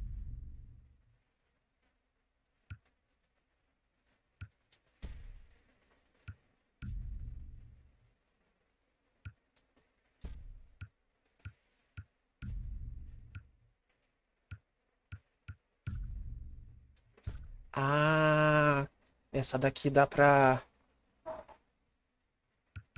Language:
Portuguese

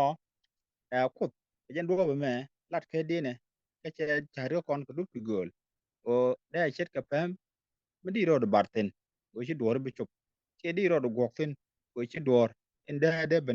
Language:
Nuer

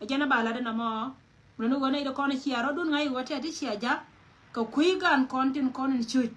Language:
Nuer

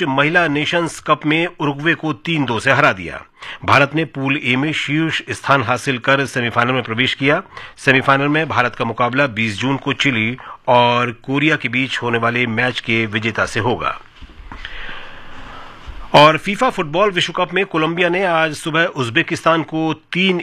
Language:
Hindi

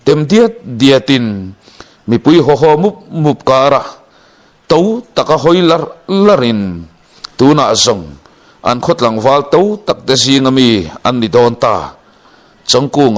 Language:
Mizo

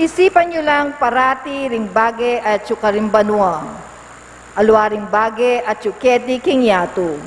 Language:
Pampanga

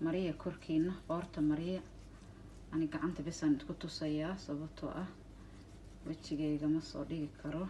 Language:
Somali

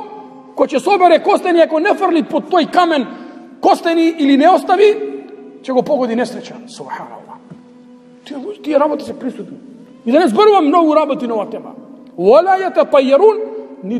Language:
Macedonian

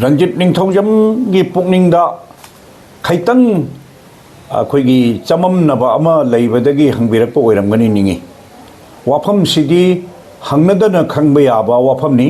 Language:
Manipuri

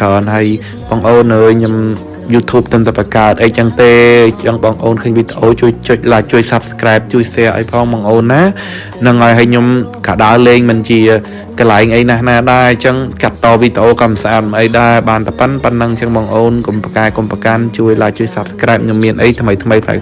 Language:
Khmer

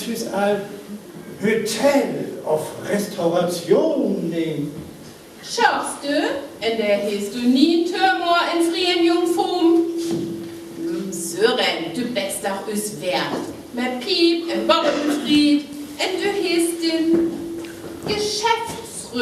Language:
Northern Frisian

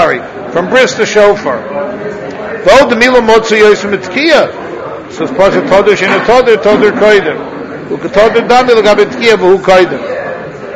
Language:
English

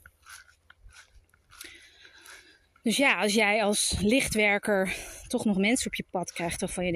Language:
Dutch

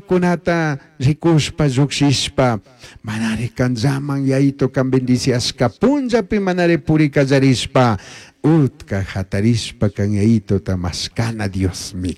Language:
Chimborazo Highland Quichua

